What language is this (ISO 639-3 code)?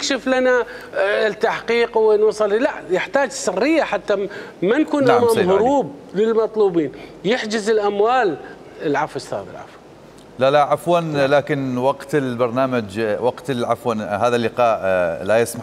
acm